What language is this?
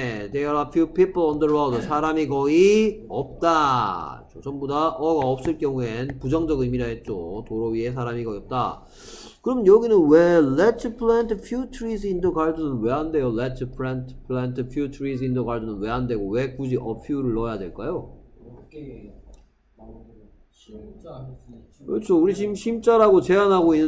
Korean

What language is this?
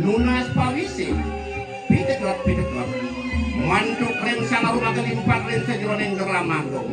Balinese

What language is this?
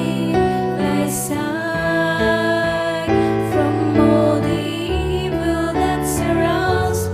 Pampanga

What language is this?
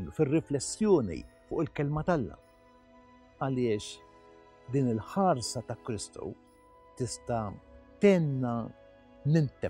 Maltese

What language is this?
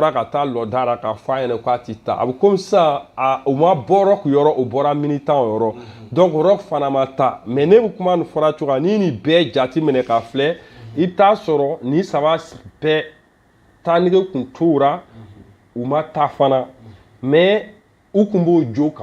Bambara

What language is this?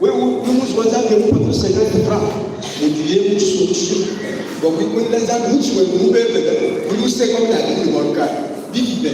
Luba-Lulua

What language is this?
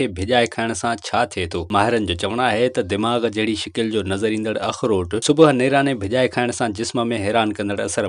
Sindhi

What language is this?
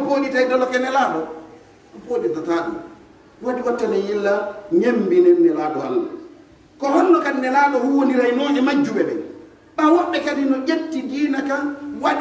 Pular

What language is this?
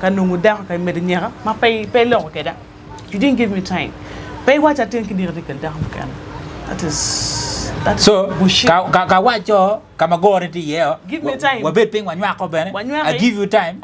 Acoli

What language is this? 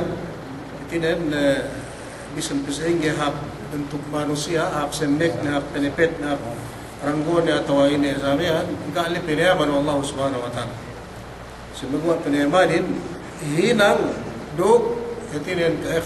Yakan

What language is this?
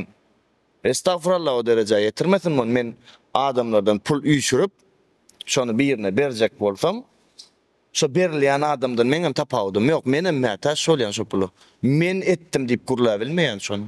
Turkmen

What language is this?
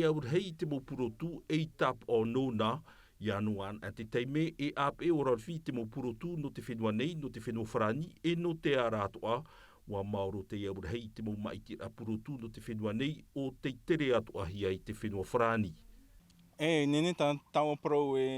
Tahitian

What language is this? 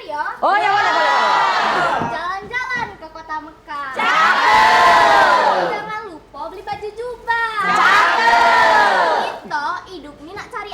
Musi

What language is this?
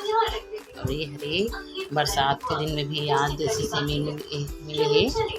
Chhattisgarhi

